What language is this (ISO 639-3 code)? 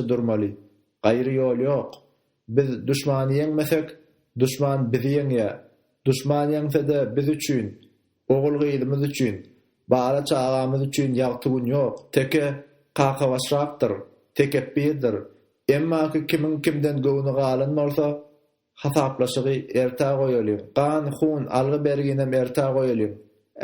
tuk